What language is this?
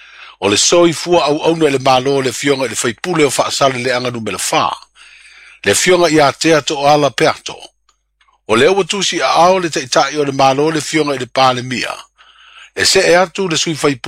Samoan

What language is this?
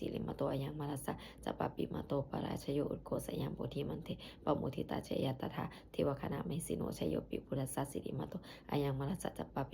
Pali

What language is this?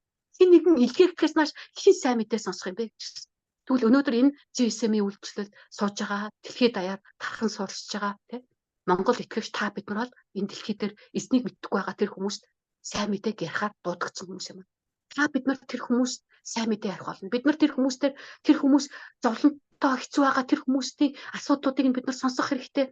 Mongolian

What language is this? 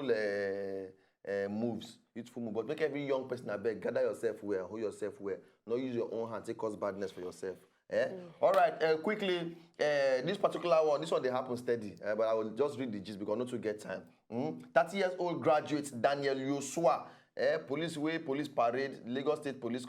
Nigerian Pidgin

